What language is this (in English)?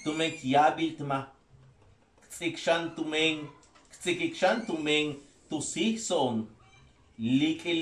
Yucateco